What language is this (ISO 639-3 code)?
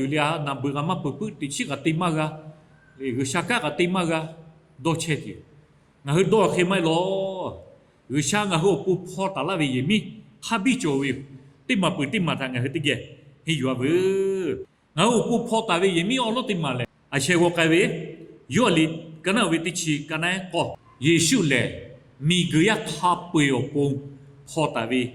lhu